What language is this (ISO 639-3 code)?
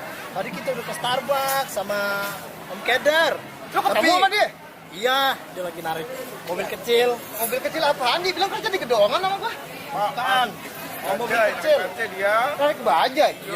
bew